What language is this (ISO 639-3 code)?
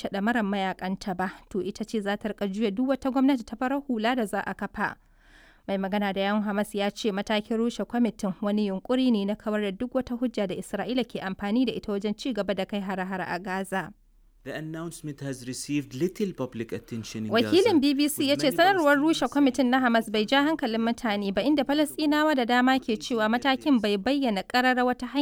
hau